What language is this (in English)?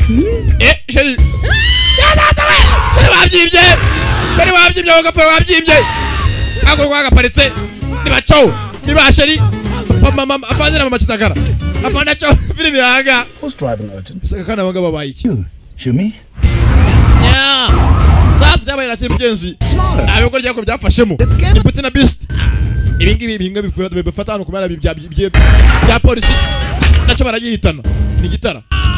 Kinyarwanda